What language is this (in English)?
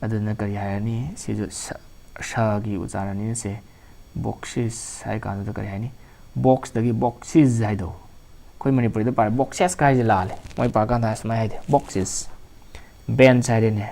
Manipuri